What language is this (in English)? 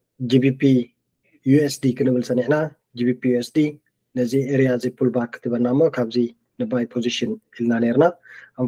Tigrinya